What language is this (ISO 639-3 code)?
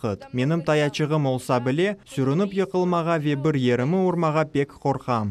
crh